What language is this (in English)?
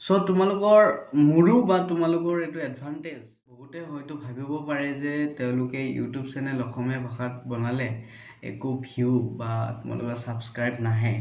Assamese